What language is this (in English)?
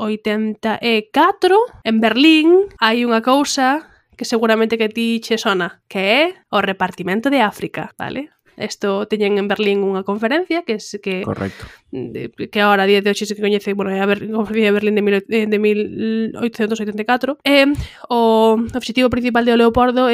Galician